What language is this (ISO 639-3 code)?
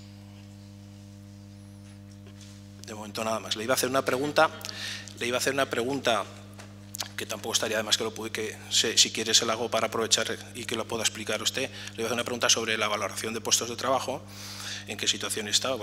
spa